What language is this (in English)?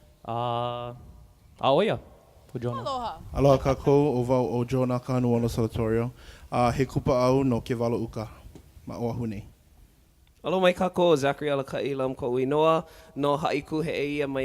Hawaiian